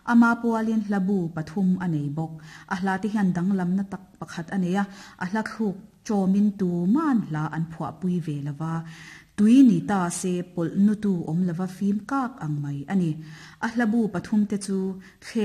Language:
Mizo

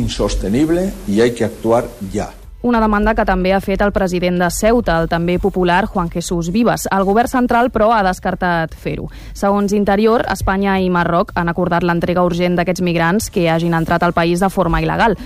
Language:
Catalan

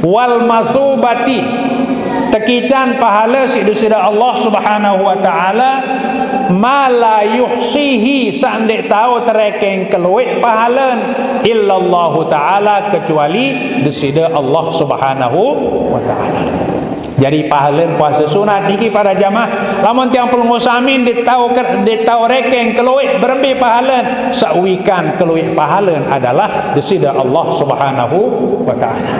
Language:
Sasak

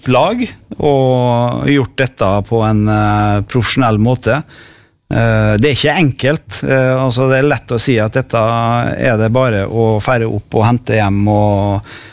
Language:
Norwegian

